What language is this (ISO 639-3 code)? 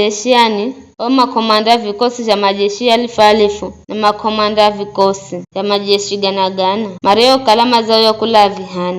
nyf